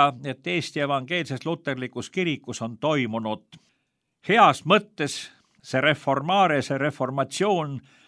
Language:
Estonian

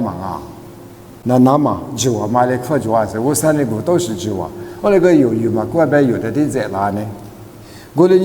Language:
Lisu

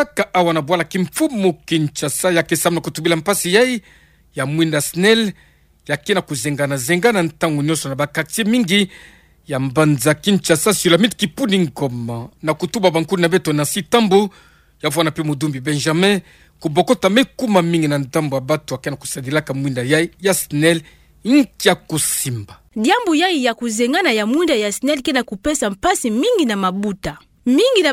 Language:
Kituba (Democratic Republic of Congo)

